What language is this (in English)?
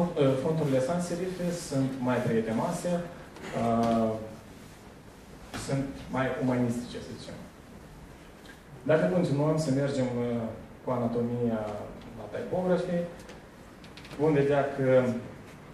Romanian